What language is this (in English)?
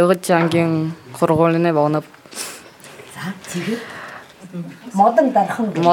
Buriat